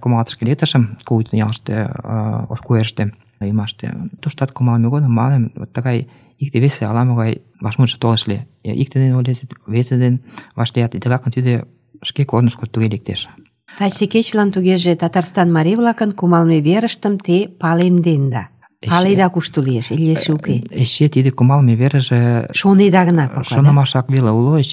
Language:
Mari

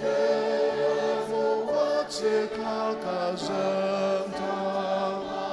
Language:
Ao Naga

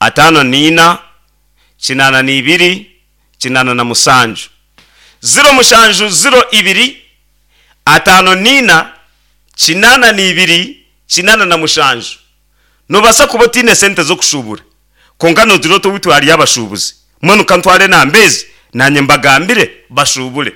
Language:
Nyankole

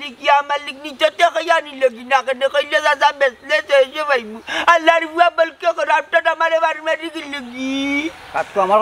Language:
Sylheti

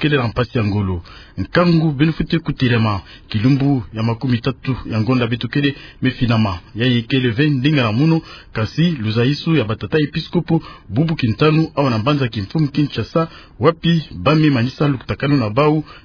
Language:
Kituba (Democratic Republic of Congo)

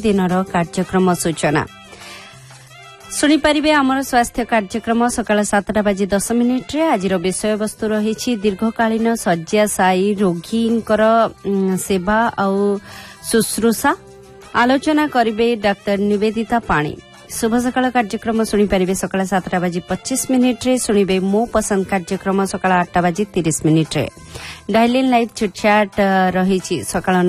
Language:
Odia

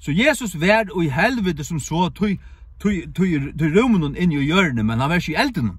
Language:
Faroese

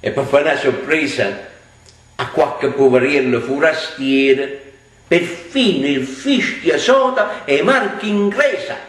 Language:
Neapolitan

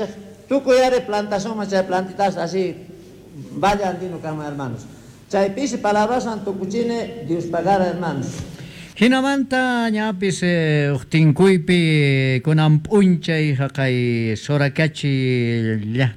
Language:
South Bolivian Quechua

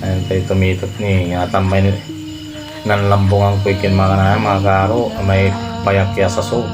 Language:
Pangasinan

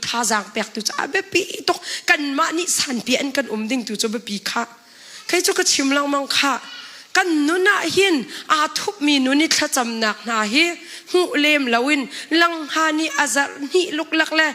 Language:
Hakha Chin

